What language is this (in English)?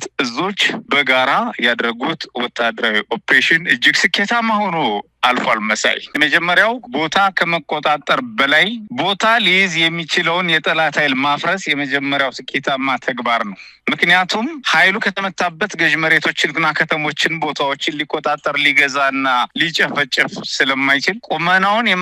Amharic